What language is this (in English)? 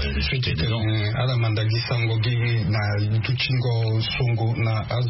Sango